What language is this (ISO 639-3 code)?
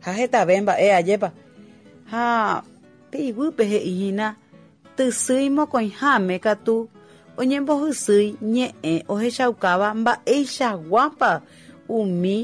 grn